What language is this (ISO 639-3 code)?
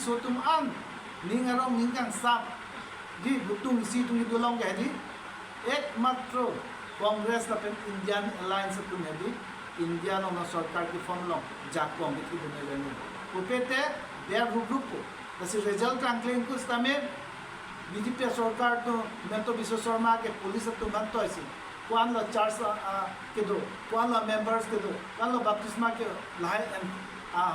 mjw